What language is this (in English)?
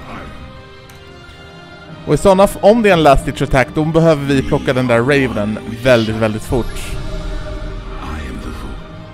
Swedish